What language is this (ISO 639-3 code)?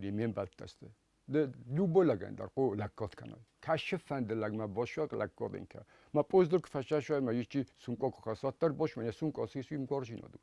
oss